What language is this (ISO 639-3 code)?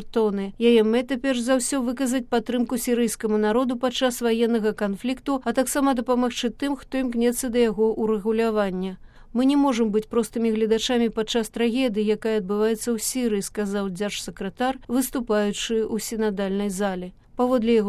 bel